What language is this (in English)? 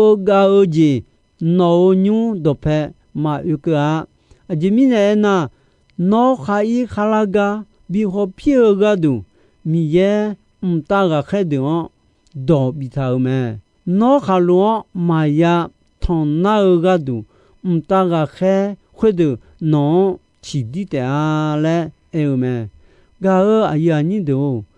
Akha